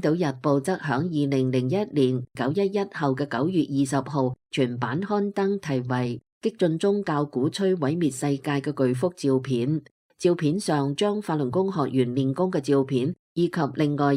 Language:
Cantonese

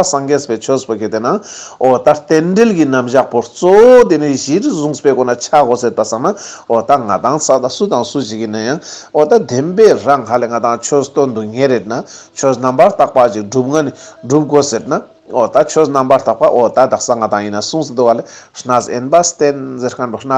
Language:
Ladakhi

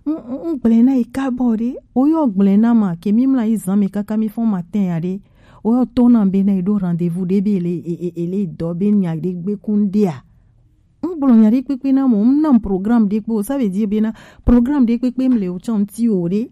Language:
Gen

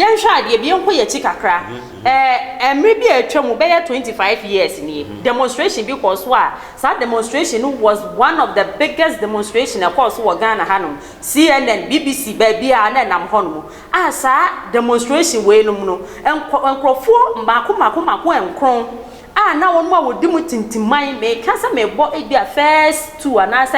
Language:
Akan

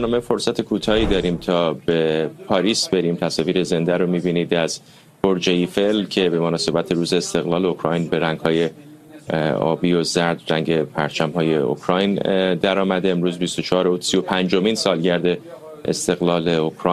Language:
Persian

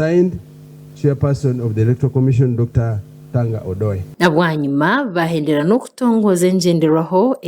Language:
Nyankole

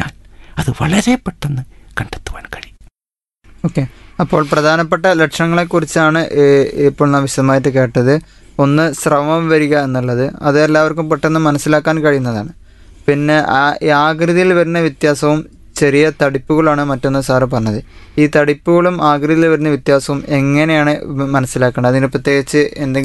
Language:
Malayalam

